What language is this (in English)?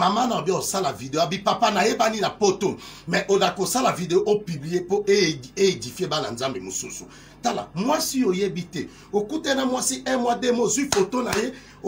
Lingala